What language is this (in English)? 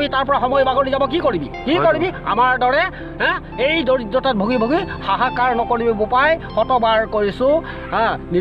Assamese